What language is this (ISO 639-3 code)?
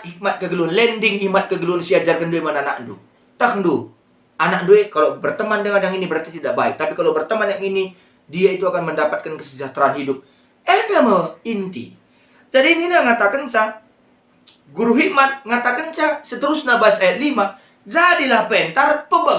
btx